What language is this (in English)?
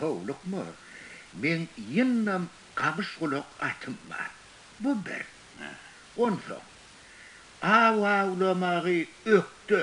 Turkmen